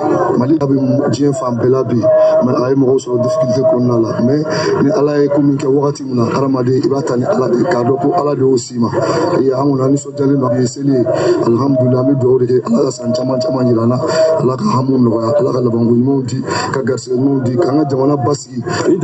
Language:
Bambara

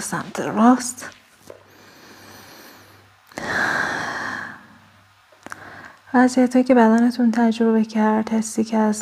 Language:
Persian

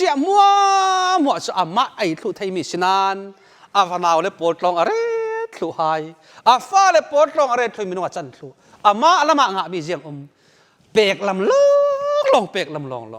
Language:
Falam Chin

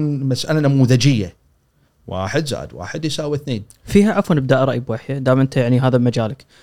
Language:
Gulf Arabic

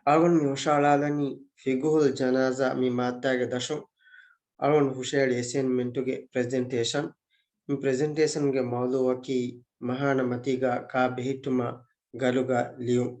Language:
Divehi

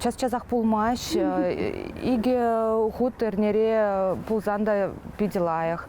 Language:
Chuvash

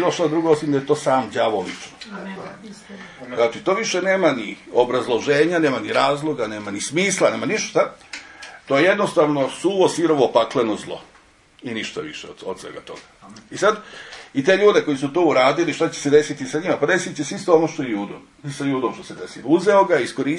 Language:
Serbian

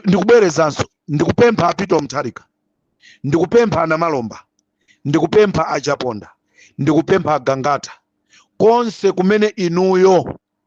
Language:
Nyanja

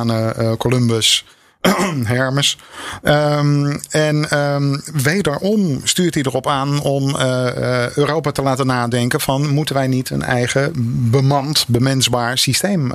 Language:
Dutch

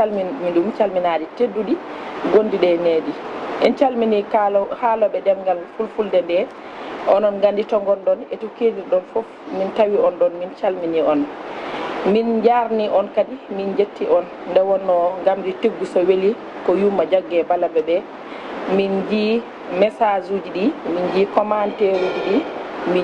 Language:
Fula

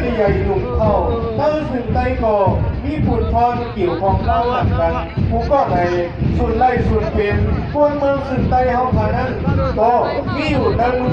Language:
Shan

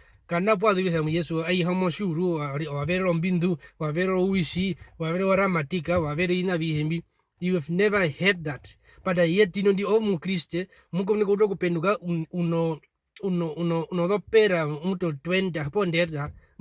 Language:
Herero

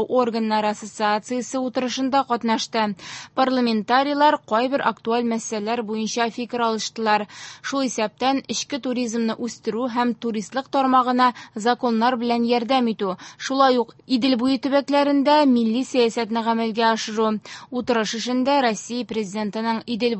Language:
Tatar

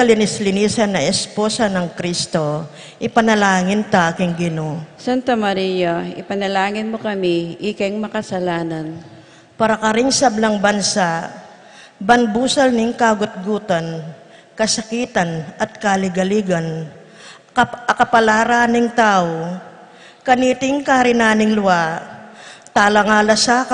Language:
Pampanga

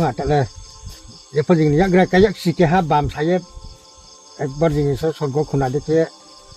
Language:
Riang (India)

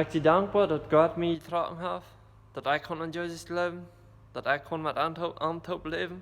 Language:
Plautdietsch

